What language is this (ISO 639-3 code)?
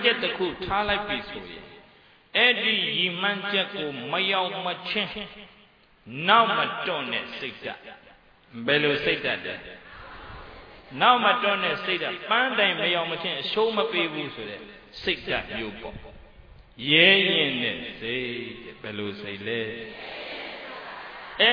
mya